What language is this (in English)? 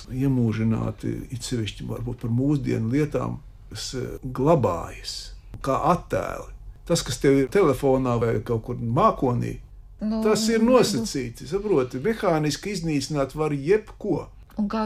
Latvian